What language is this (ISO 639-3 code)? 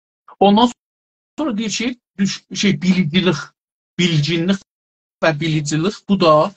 azb